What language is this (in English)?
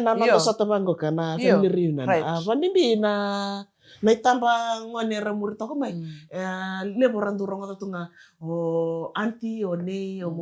Fijian